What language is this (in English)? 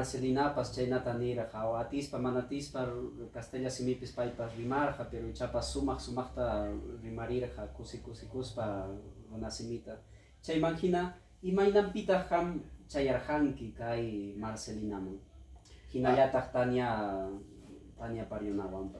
Ayacucho Quechua